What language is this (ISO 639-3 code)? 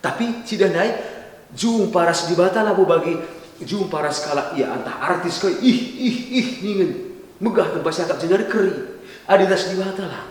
btx